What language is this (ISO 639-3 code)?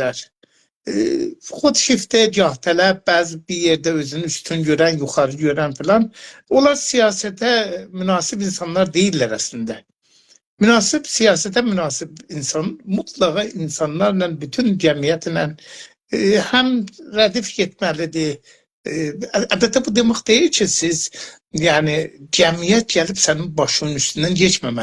azb